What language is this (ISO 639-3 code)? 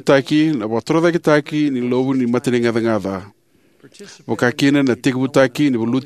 fij